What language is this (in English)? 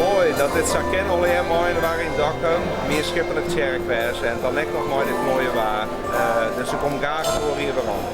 Western Frisian